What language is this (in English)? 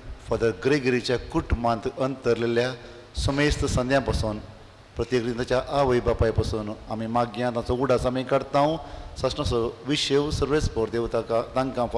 Konkani